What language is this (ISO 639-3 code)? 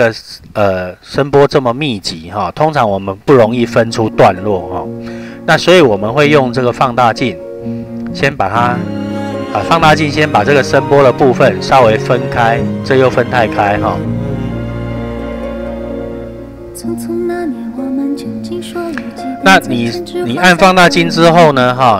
zho